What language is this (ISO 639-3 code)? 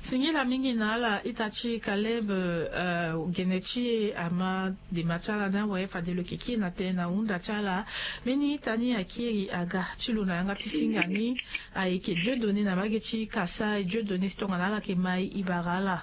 sag